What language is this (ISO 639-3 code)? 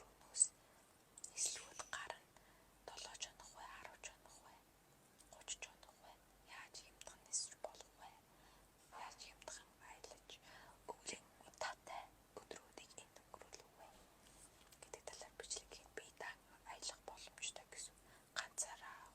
mon